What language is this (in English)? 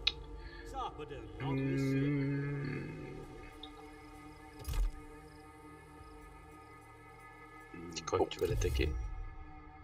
French